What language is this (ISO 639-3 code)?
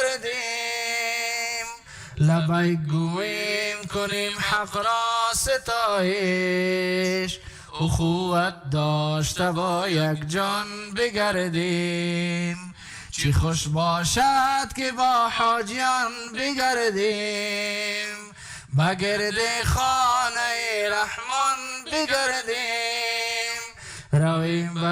fas